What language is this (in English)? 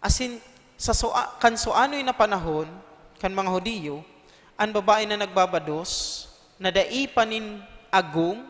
Bikol